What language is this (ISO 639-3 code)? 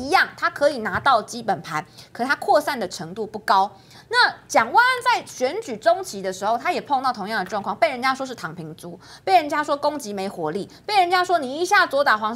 zho